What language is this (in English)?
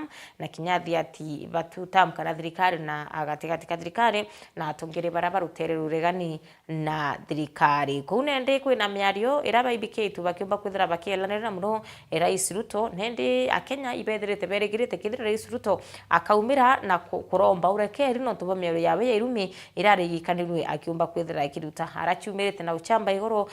Meru